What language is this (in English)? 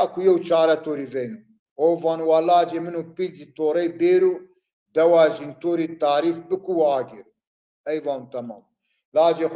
Zaza